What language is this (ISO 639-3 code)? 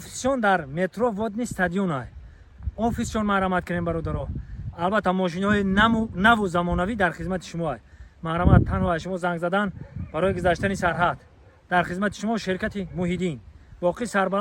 tgk